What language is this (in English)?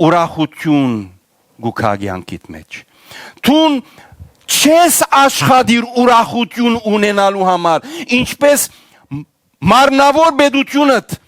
Western Armenian